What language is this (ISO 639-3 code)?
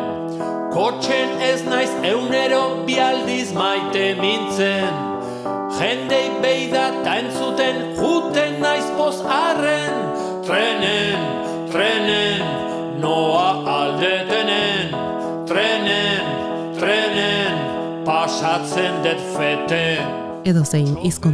eus